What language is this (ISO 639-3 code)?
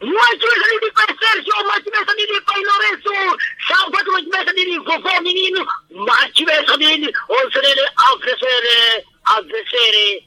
seh